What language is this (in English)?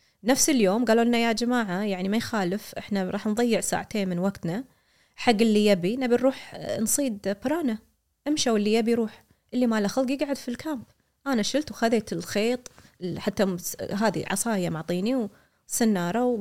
Gulf Arabic